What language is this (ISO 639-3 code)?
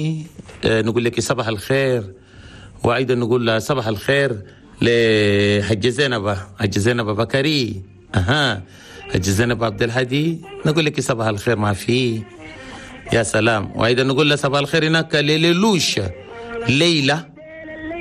shu